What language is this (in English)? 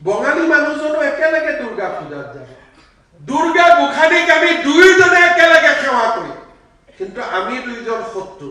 Assamese